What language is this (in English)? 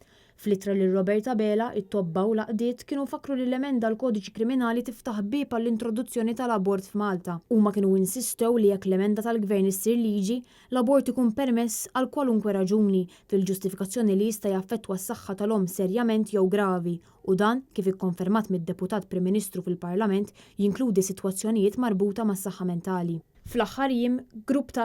Maltese